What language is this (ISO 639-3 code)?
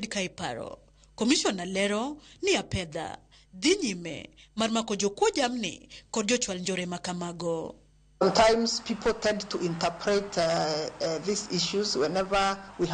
luo